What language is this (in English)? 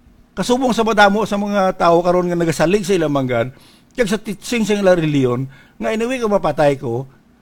Hiligaynon